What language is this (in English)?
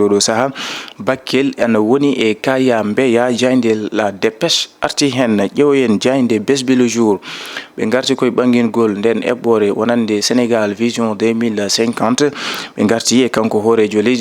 Fula